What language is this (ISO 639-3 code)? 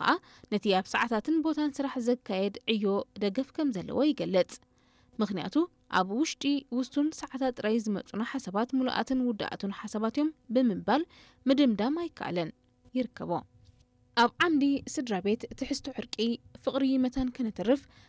tir